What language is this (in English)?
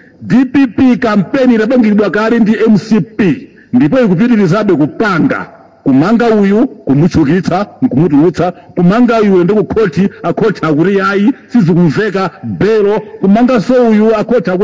Nyanja